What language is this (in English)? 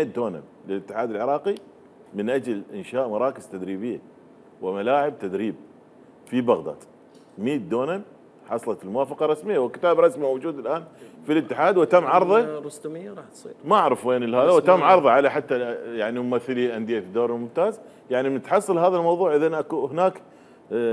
Mesopotamian Arabic